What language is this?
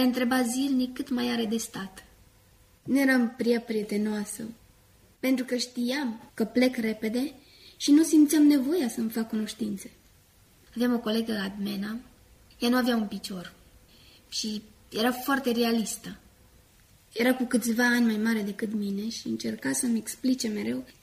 Romanian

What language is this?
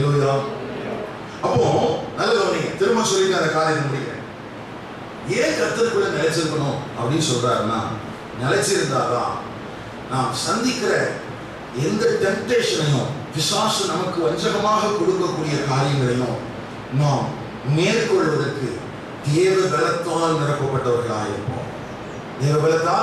Tamil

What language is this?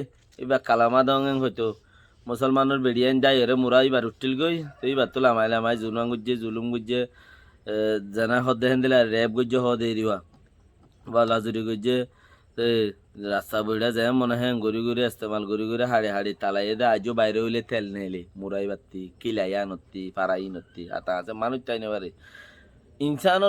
Rohingya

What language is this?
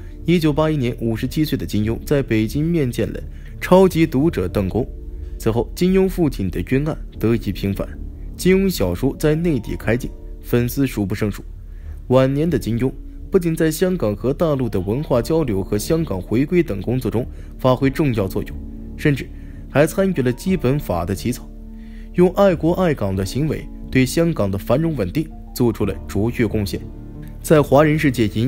Chinese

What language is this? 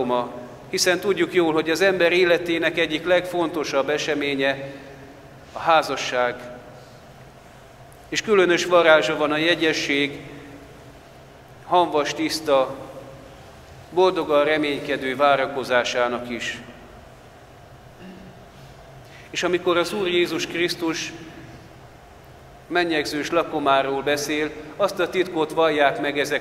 Hungarian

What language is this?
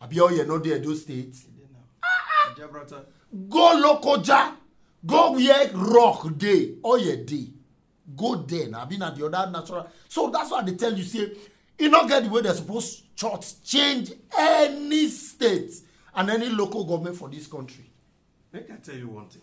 Nigerian Pidgin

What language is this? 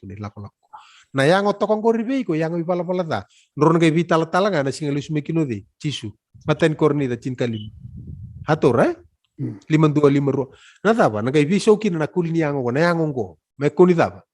Fijian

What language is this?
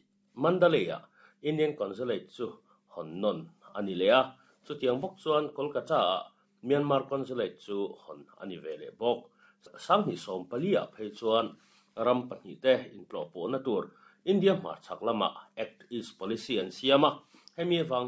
Mizo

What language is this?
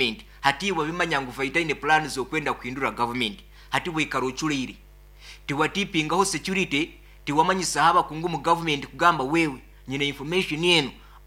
Nyoro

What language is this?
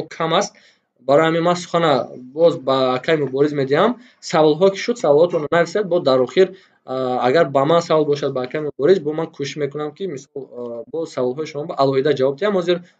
Tajik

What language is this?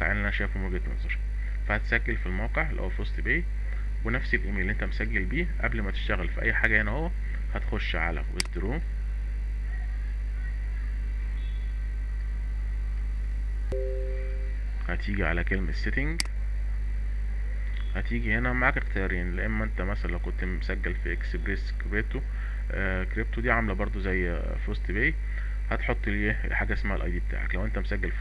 Egyptian Arabic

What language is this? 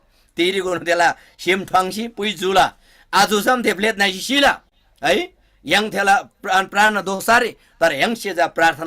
Eastern Tamang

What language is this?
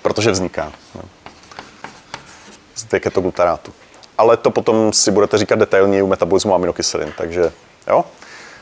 Czech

